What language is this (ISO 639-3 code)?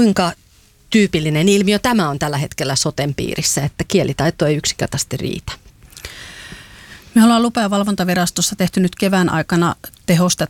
fin